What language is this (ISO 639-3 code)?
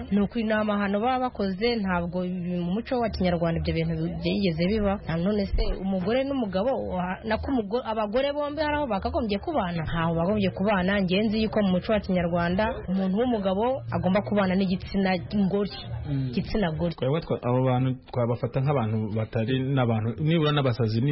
kin